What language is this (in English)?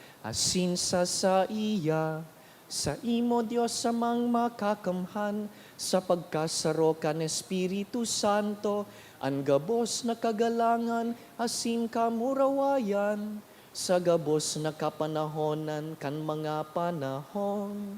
Bikol